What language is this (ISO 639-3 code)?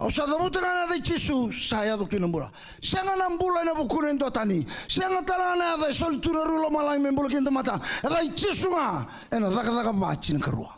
fij